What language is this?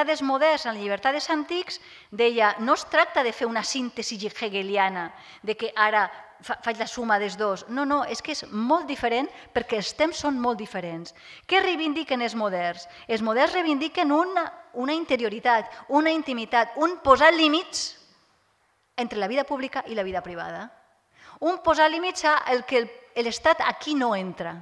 Catalan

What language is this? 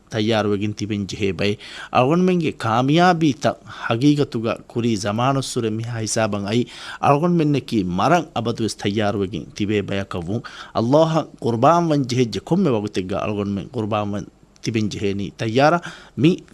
Divehi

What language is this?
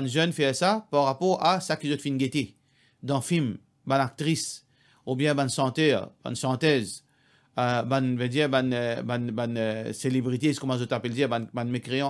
Morisyen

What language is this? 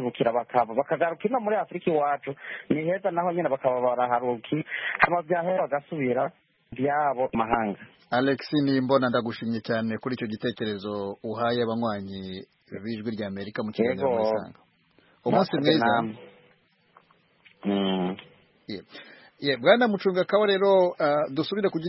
Kinyarwanda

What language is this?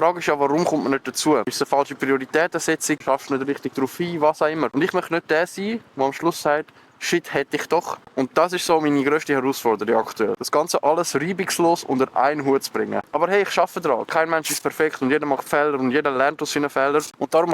Swiss German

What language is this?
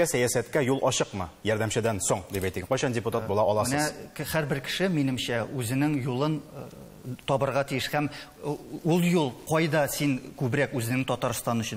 Tatar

